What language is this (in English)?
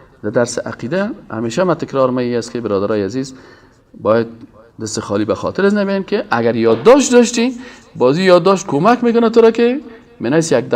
Persian